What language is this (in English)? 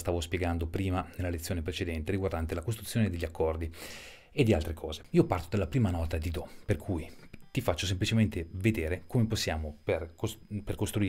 Italian